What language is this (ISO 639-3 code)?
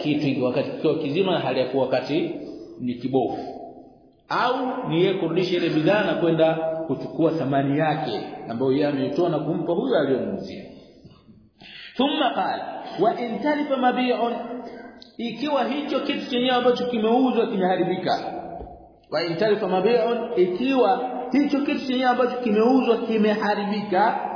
swa